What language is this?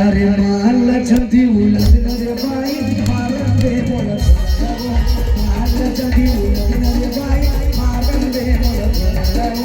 Chhattisgarhi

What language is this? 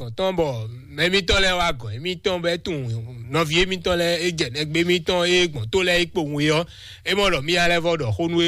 Fon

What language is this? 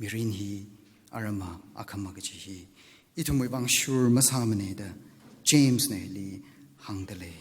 Tangkhul Naga (India)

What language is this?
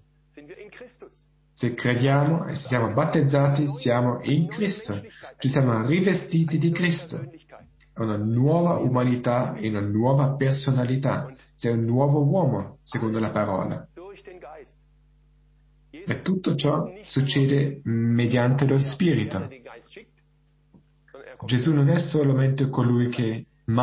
Italian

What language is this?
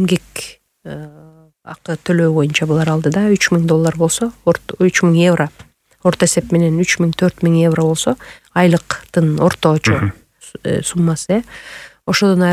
Kyrgyz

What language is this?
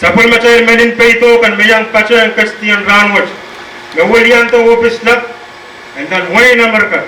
Pohnpeian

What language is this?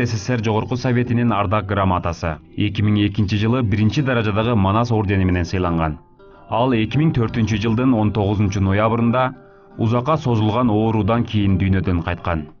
Kyrgyz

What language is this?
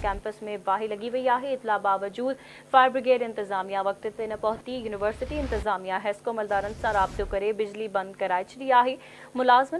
Sindhi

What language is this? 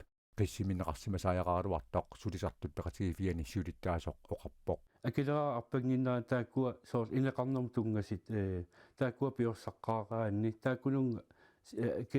Kalaallisut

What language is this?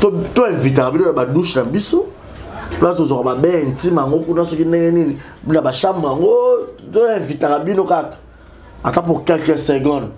Lingala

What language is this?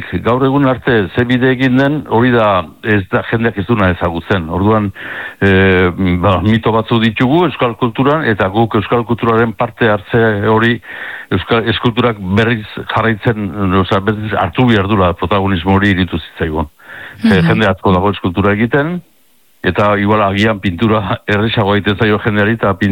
Basque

